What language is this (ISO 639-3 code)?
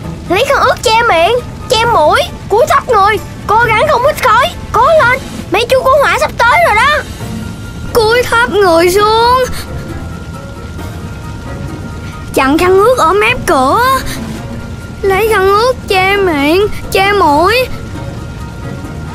vie